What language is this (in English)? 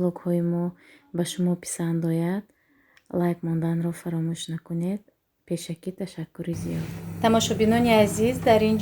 Tajik